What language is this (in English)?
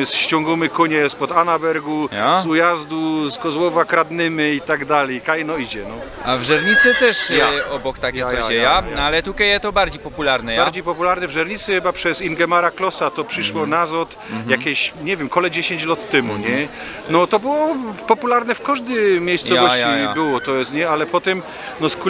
Silesian